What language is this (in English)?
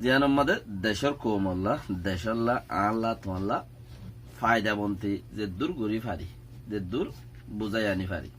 Rohingya